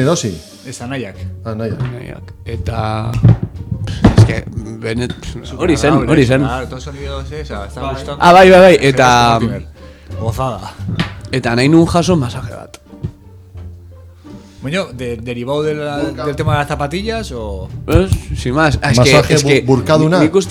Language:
Basque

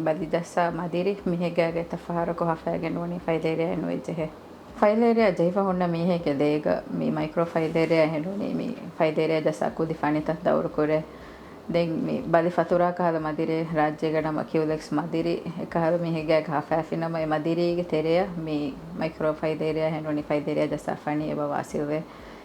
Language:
Divehi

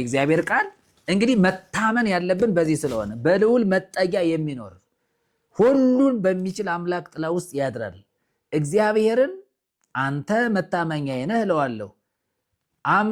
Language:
Amharic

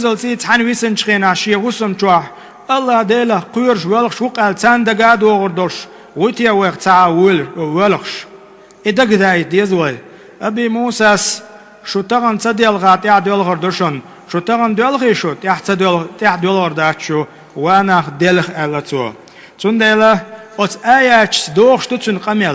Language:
Chechen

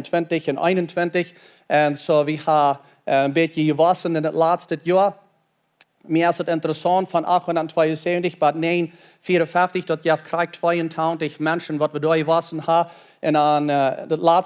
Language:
Plautdietsch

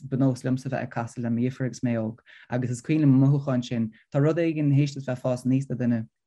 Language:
Irish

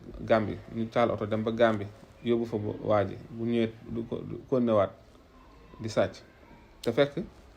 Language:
Wolof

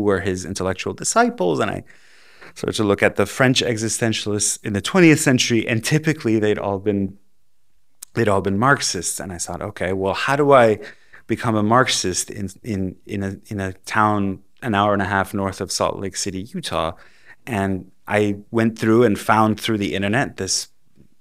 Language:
English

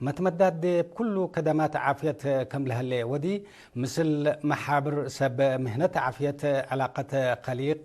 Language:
Tigre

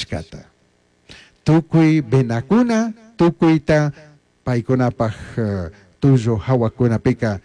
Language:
Chimborazo Highland Quichua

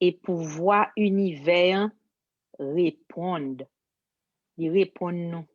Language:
Haitian Creole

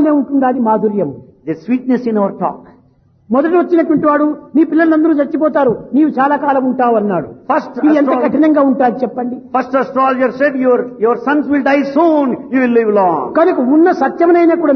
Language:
Telugu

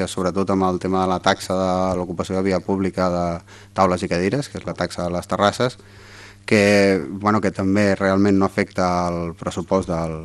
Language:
Catalan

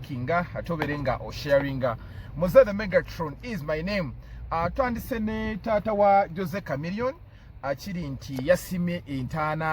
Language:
Ganda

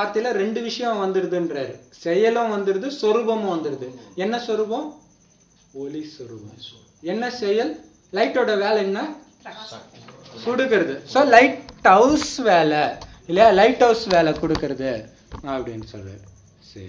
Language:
Tamil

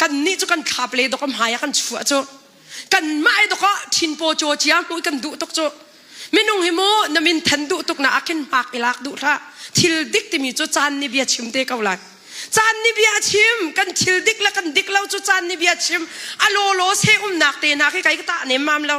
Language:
Hakha Chin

